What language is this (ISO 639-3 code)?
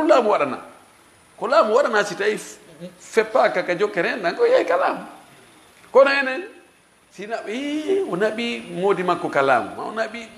ful